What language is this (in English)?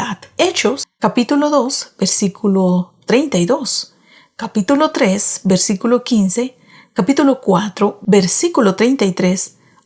Kekchí